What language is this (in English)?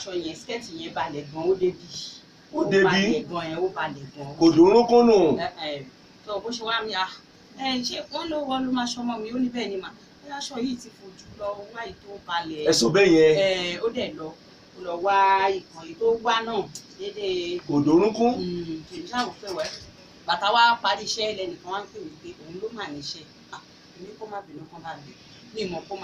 Yoruba